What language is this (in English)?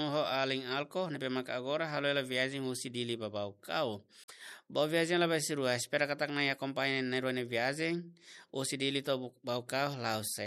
Tetum